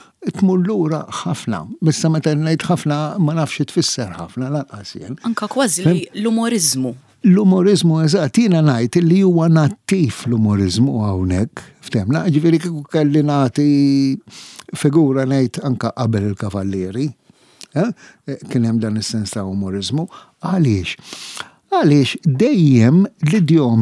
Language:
Maltese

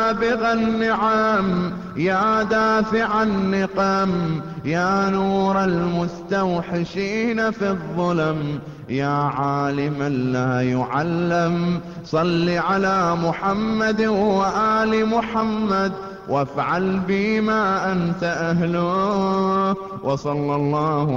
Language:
Arabic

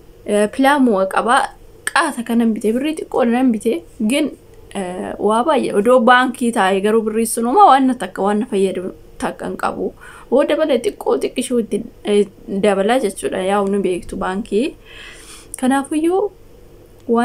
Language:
Oromo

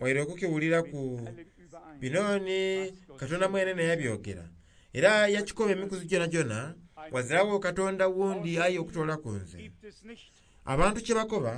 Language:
Soga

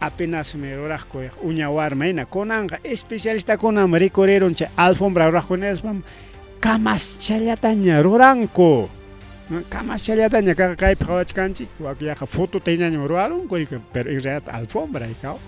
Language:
Ayacucho Quechua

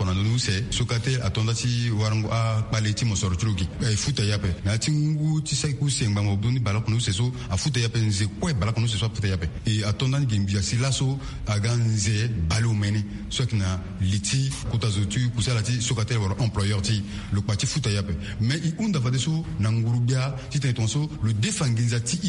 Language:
Sango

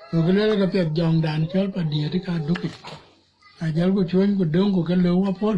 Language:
Dinka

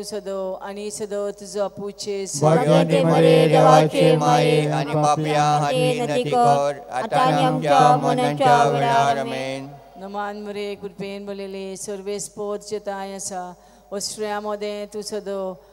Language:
Konkani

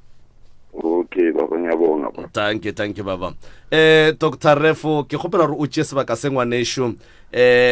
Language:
Northern Sotho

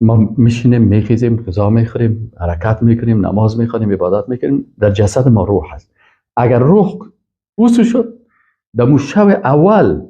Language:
Persian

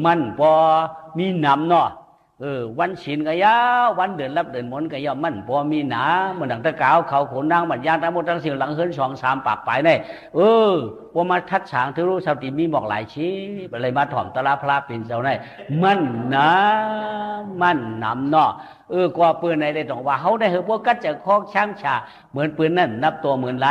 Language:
Shan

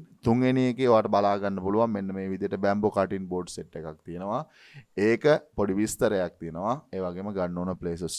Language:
Sinhala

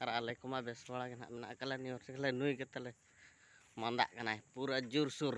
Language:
Santali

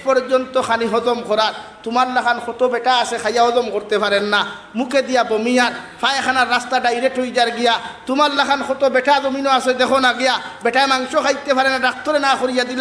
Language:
Sylheti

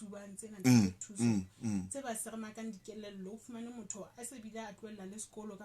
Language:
Southern Sotho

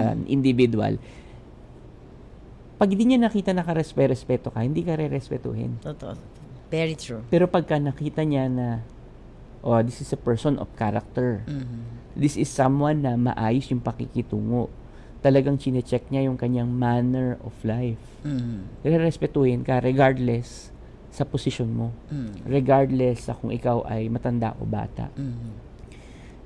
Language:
Filipino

